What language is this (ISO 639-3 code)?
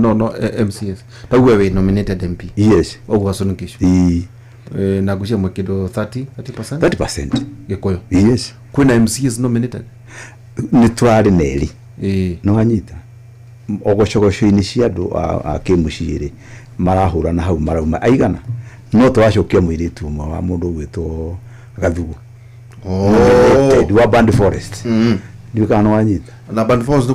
kik